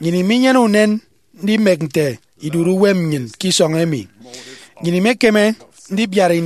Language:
Efik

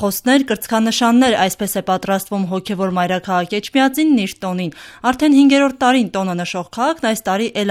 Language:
Armenian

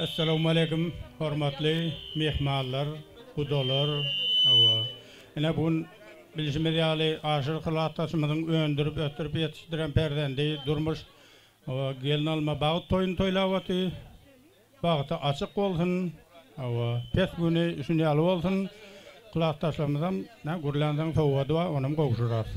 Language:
Turkmen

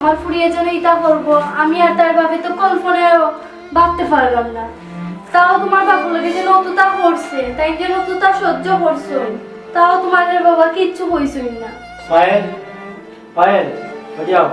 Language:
Sylheti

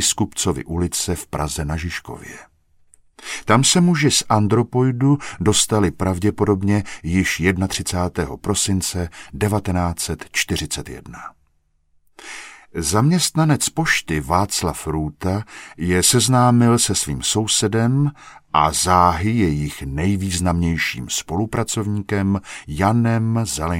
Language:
Czech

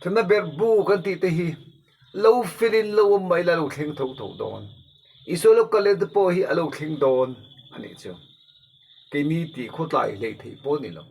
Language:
Mizo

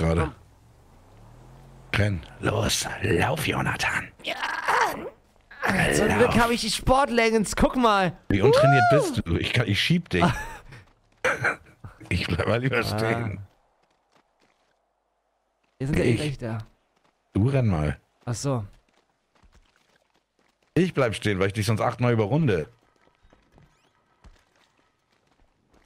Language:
German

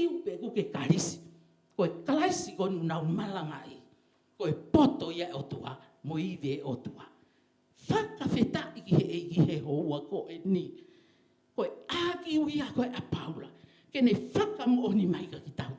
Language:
Tongan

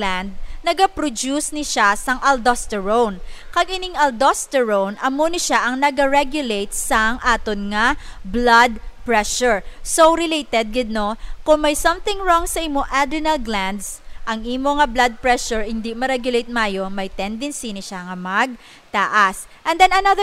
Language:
Hiligaynon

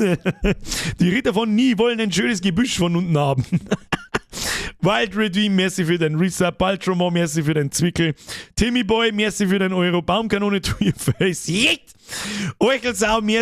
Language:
Bavarian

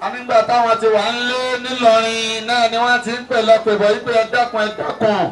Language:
Yoruba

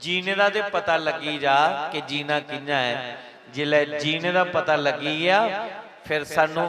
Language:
Dogri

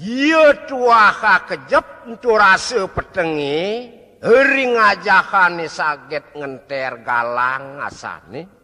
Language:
Balinese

